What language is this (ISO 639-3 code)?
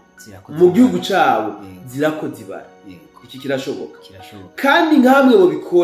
run